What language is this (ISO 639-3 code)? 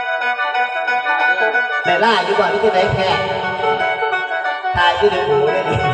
lao